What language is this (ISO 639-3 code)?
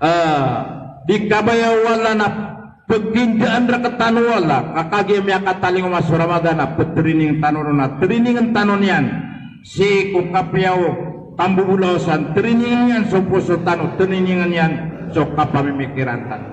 mrw